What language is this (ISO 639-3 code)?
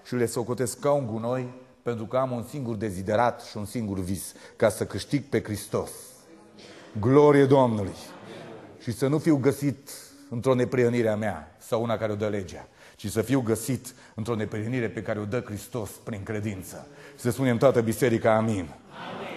ron